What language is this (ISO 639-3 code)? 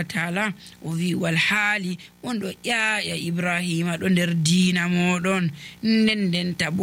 fuv